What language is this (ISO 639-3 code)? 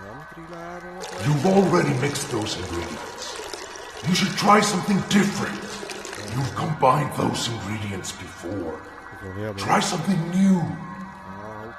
gsw